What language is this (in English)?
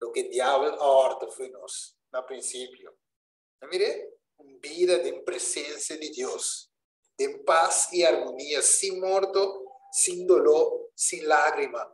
Papiamento